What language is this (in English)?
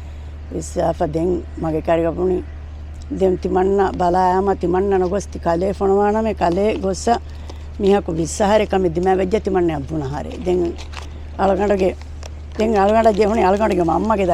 Divehi